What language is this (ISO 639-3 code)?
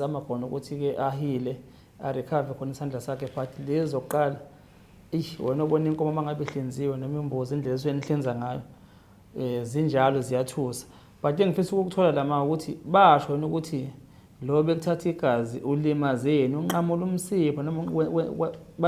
zul